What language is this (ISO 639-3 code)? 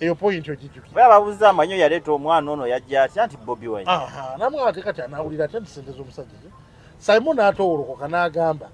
lug